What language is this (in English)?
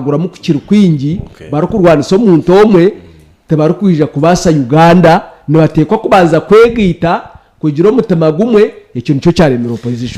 Nyankole